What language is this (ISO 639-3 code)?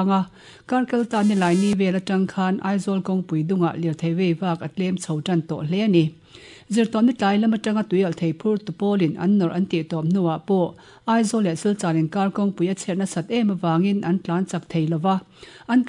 lus